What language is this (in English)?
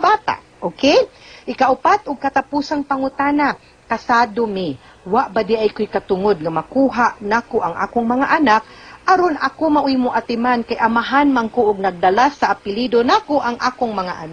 Cebuano